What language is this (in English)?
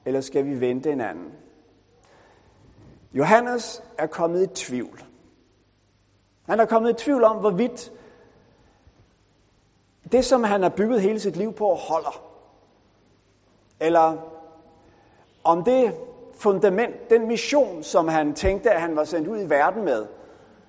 Danish